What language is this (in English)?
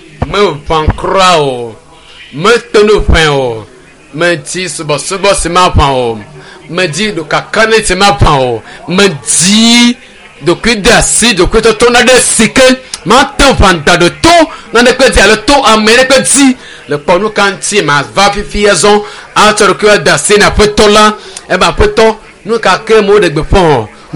Ewe